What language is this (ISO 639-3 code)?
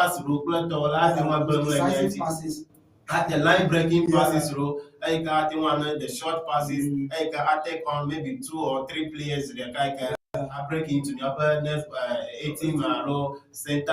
ewe